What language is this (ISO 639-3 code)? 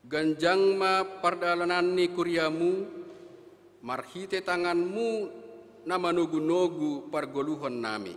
bts